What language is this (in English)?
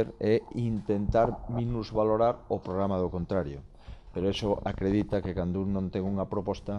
Galician